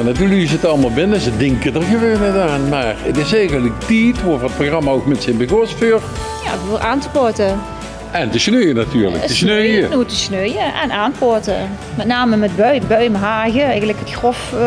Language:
Limburgish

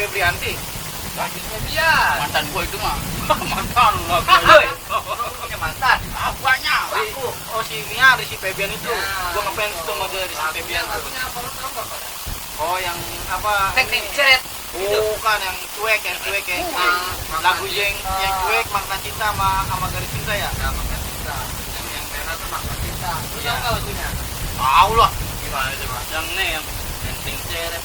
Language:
Betawi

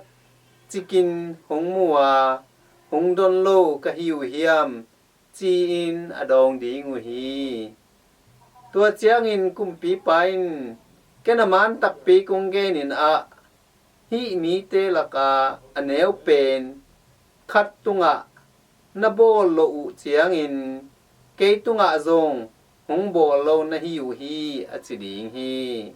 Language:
Tedim Chin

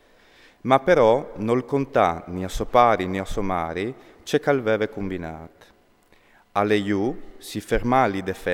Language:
Friulian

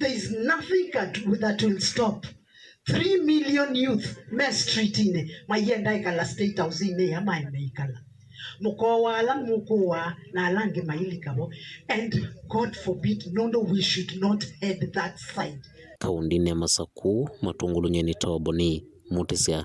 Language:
Kamba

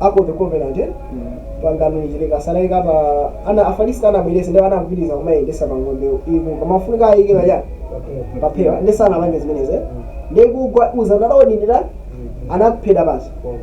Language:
Nyanja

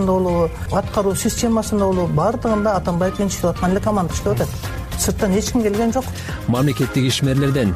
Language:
Kyrgyz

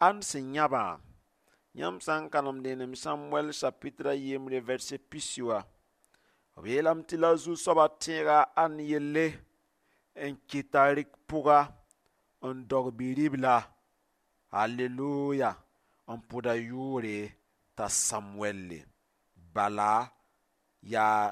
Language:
Mossi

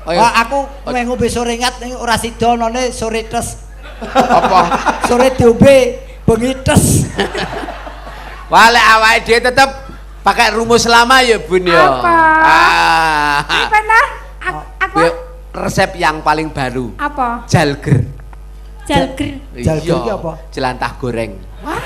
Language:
Javanese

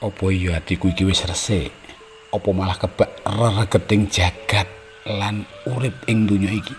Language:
Javanese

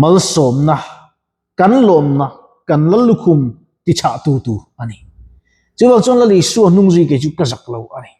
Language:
Mizo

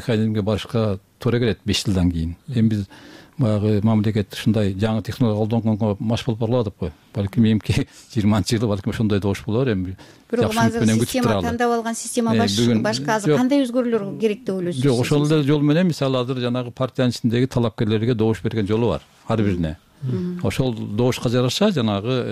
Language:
Kyrgyz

